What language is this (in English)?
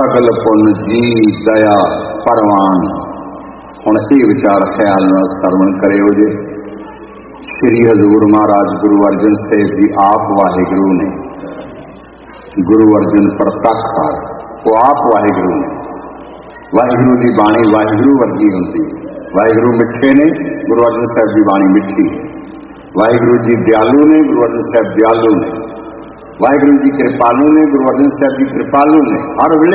Punjabi